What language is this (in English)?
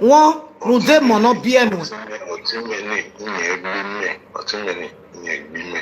Nigerian Pidgin